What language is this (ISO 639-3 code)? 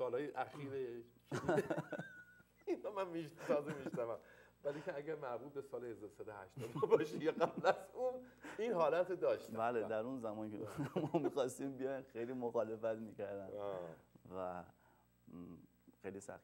fas